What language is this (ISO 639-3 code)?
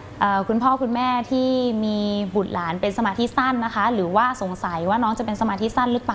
tha